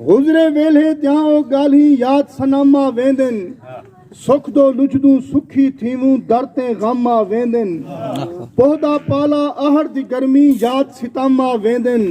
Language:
Saraiki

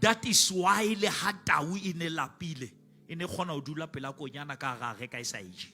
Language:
Southern Sotho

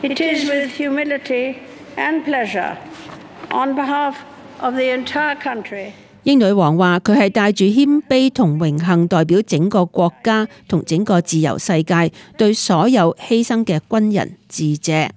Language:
Cantonese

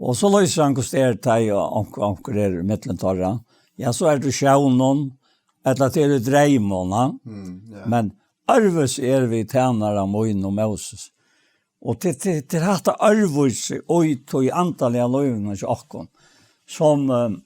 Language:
Faroese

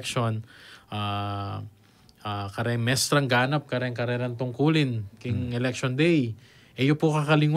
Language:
Pampanga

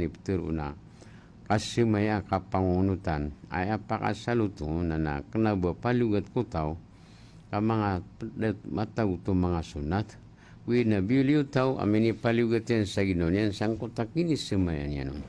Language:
Maranao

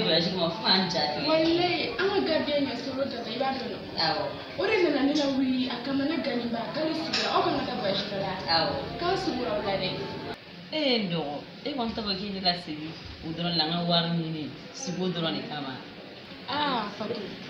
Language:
Bambara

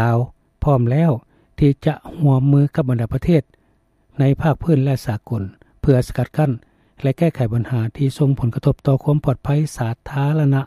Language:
Lao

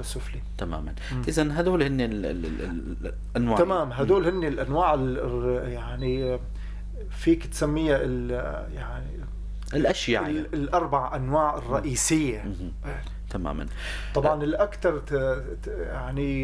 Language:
North Levantine Arabic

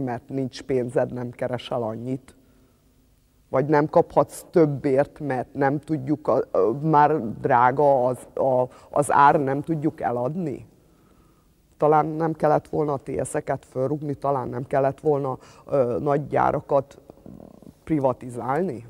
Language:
Hungarian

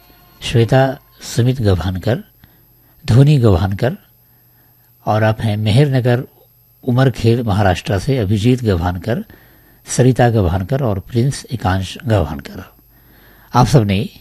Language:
Hindi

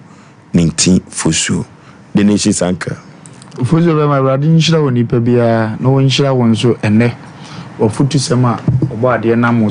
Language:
Akan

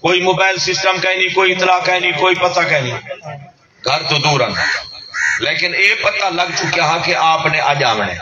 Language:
Saraiki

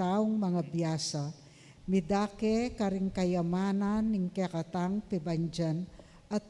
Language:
Pampanga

